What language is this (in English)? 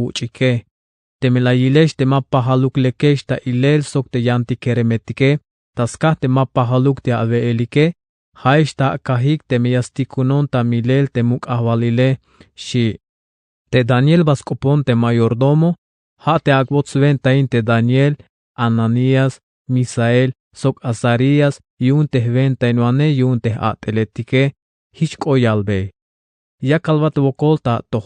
Tzeltal